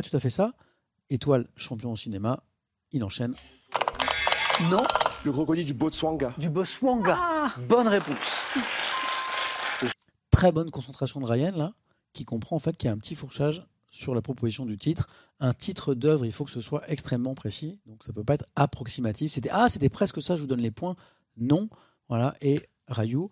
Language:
French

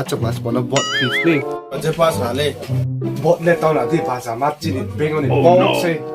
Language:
Riang (India)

